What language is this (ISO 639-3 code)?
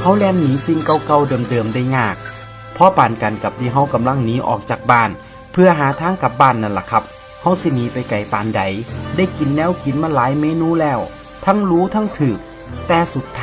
tts